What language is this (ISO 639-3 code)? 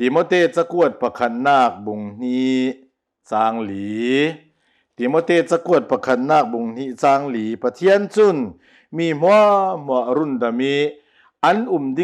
cnh